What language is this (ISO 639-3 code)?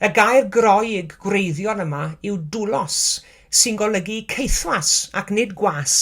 cym